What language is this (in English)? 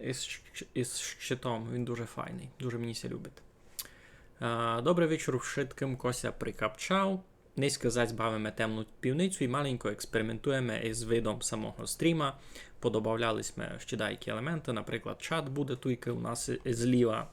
Rusyn